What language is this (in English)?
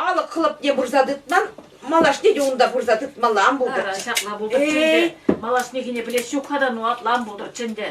Chuvash